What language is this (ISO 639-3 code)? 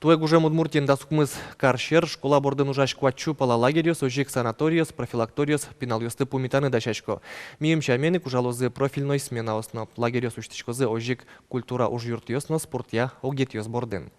udm